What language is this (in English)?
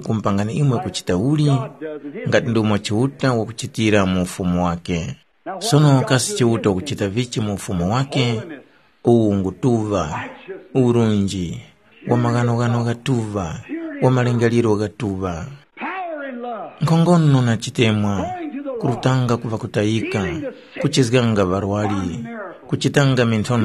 Tumbuka